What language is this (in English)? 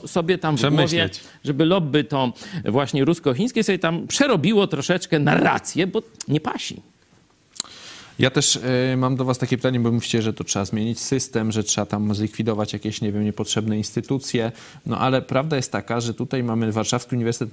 Polish